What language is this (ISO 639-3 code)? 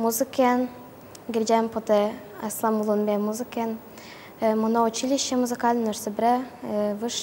udm